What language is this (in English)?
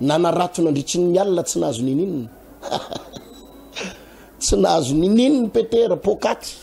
Malagasy